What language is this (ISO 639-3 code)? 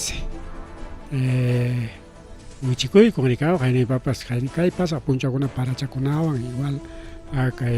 quy